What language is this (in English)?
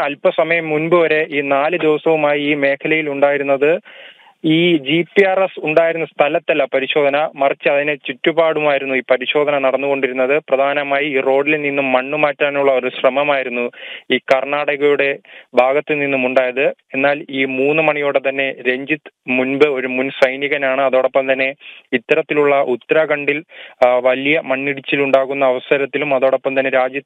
Malayalam